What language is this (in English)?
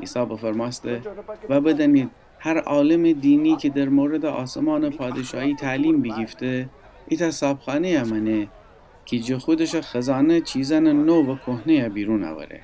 Gilaki